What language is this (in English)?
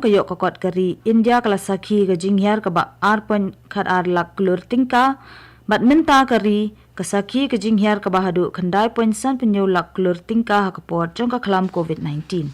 Khasi